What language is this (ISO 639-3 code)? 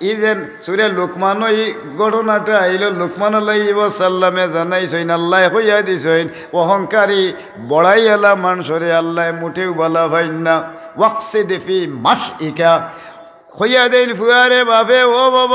syl